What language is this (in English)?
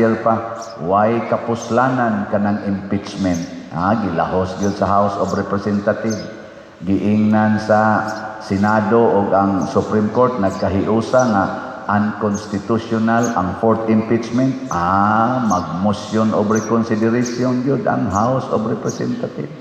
Cebuano